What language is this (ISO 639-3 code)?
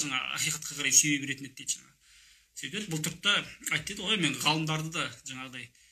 kaz